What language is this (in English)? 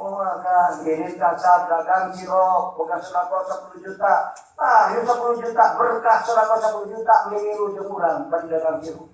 Sundanese